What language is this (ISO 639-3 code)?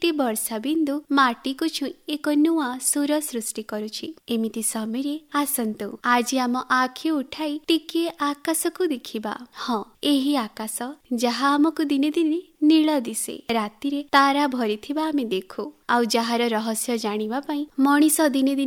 ori